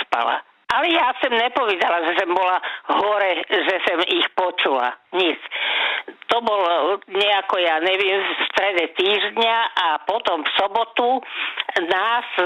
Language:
Slovak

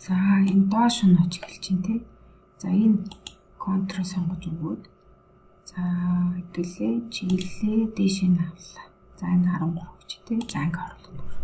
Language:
Mongolian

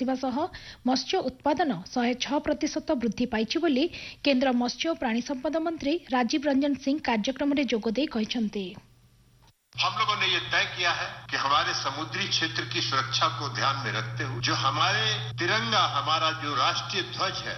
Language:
Odia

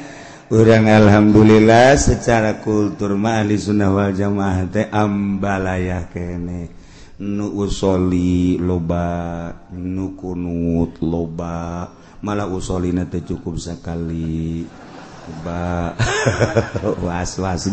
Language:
Sundanese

